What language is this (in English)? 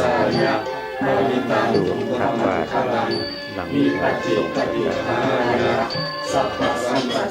Pali